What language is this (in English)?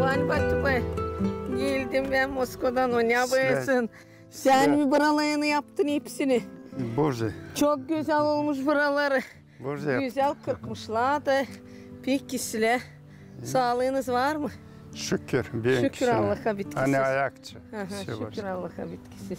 Gagauz